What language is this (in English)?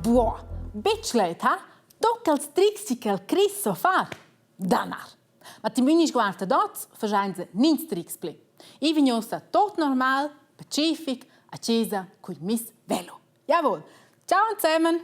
Romansh